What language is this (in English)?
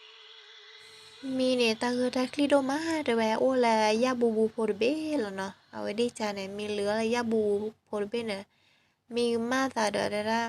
S'gaw Karen